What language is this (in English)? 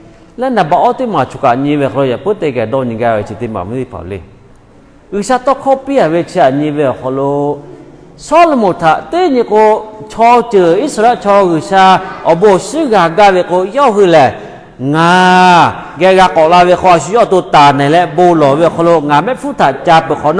Lahu